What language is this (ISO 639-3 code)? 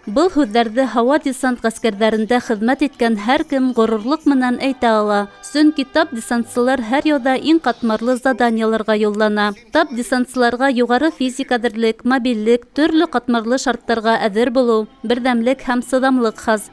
bak